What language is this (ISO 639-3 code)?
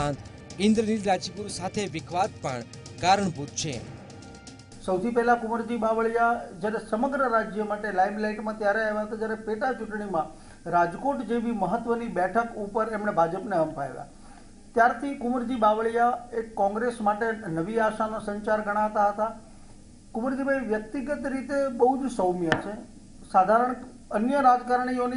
guj